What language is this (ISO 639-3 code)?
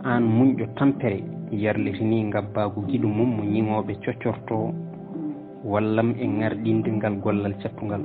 ful